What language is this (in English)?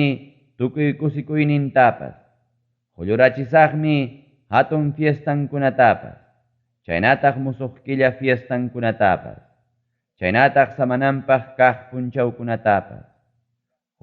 Ayacucho Quechua